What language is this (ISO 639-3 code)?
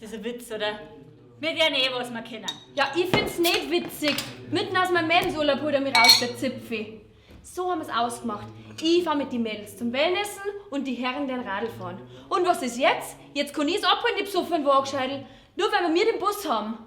bar